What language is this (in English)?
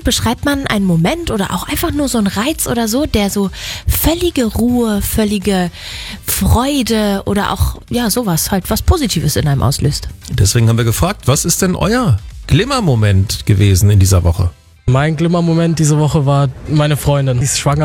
German